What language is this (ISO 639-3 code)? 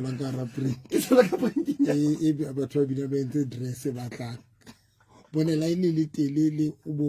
sot